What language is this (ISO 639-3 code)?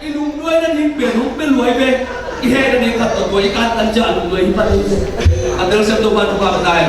ctd